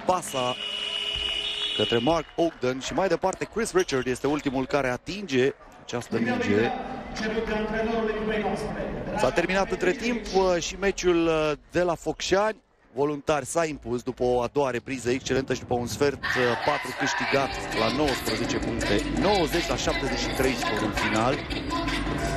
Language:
Romanian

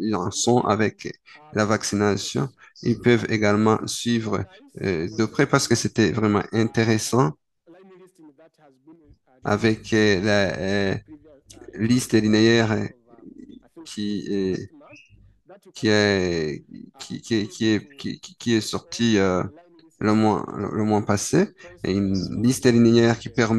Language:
French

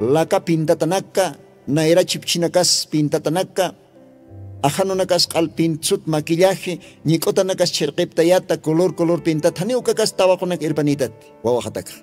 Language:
Aymara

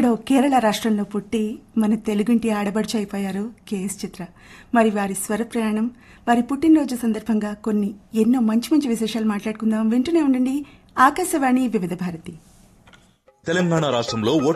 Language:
Telugu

